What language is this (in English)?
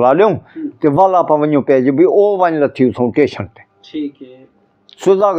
Saraiki